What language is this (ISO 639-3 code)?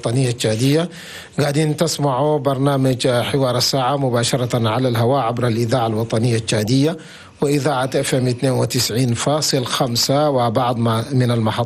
shu